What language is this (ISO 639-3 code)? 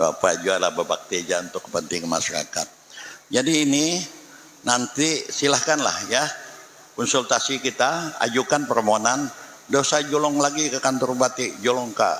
bjn